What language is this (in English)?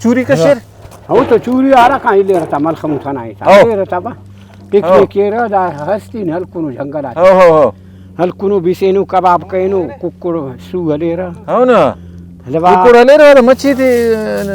Brahui